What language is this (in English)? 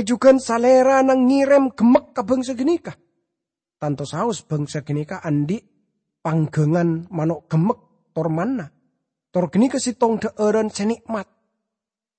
Madurese